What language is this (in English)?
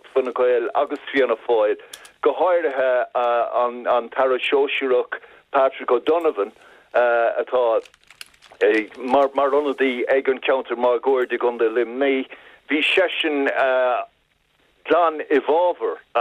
Irish